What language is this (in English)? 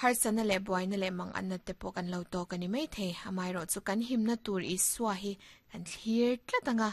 Mizo